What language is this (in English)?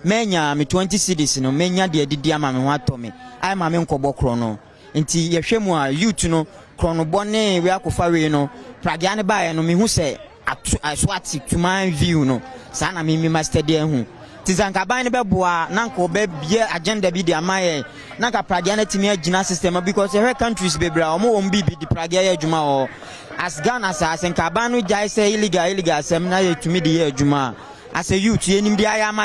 Akan